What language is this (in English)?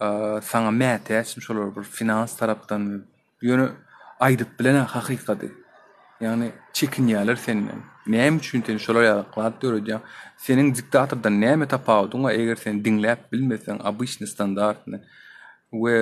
Turkmen